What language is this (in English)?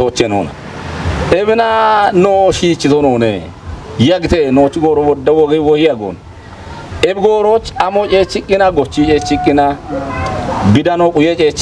Kafa